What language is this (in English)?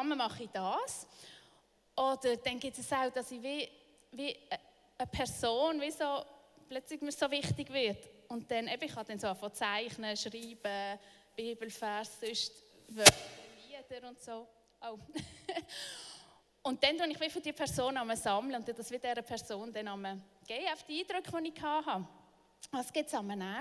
Swiss German